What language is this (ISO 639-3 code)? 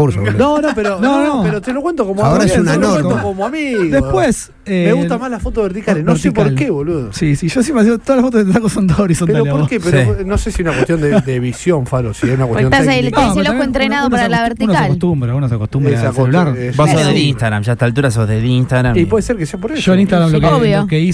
spa